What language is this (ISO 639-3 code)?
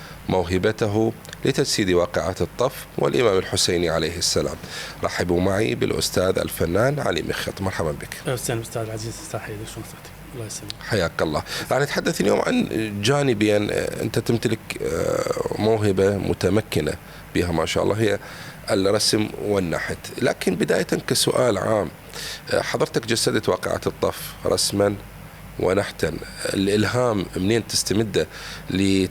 acm